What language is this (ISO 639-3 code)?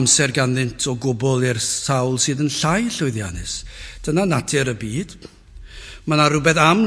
cym